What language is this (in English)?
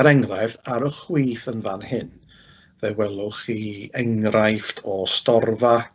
Welsh